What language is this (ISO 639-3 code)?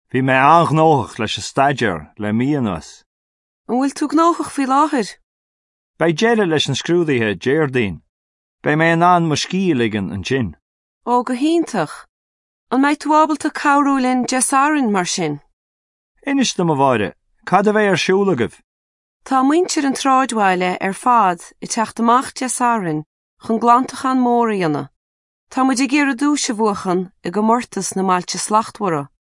gle